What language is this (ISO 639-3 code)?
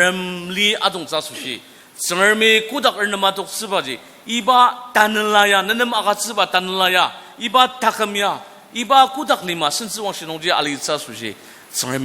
njo